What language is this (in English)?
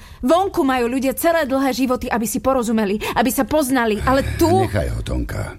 Slovak